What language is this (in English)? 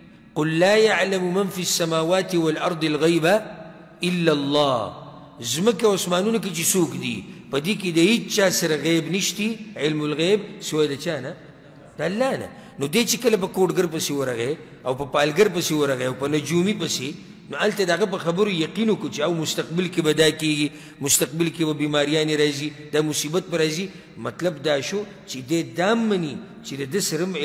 Pashto